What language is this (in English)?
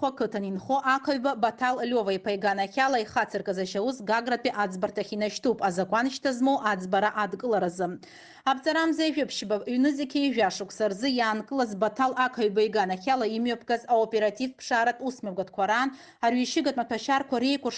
Abkhazian